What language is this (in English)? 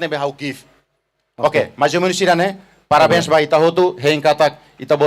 Tetum